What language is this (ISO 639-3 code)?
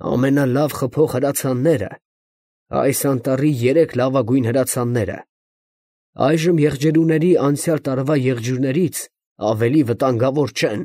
hye